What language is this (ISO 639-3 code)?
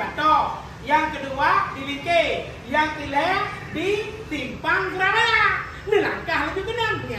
ace